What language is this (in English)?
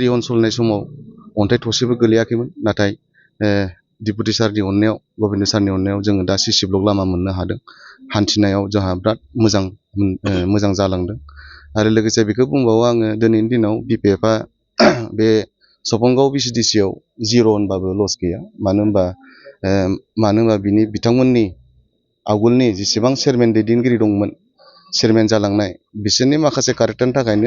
Bodo